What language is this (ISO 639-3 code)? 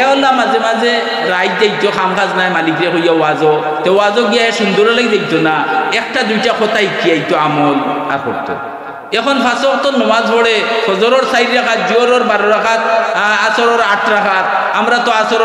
syl